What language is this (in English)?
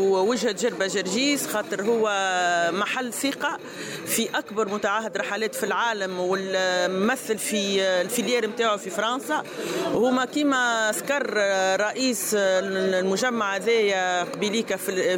Tunisian Arabic